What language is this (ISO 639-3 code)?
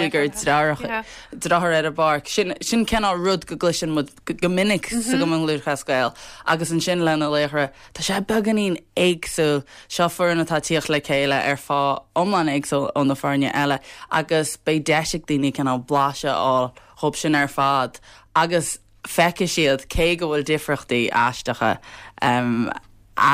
gle